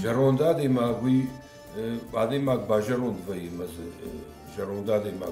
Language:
Ossetic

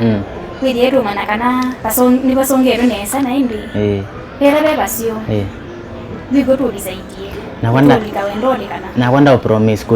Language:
Kamba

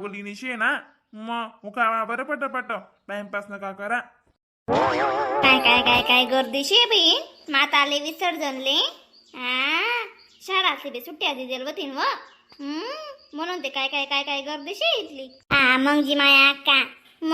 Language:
Khandesi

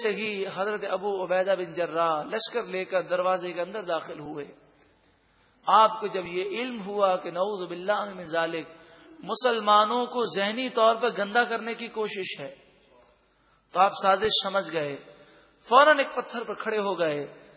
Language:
Urdu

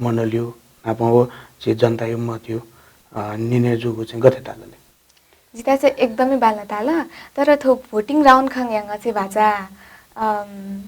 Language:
Newari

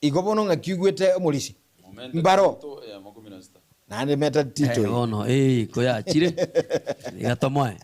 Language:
Gusii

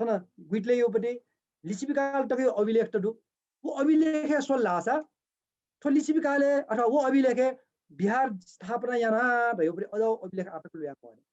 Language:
Newari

